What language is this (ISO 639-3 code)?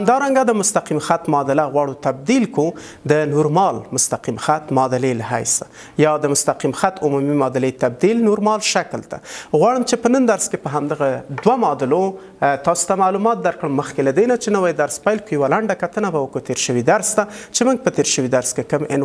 pus